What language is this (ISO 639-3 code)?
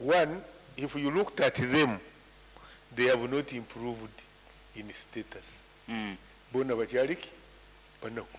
nyn